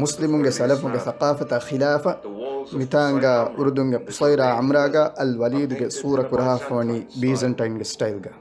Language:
Divehi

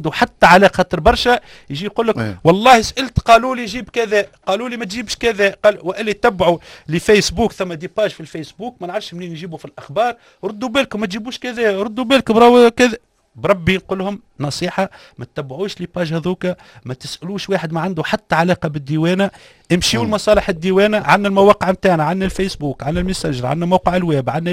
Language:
Tunisian Arabic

